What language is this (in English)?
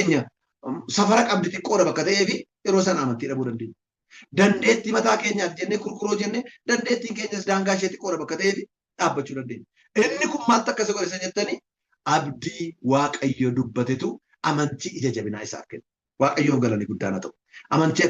Oromo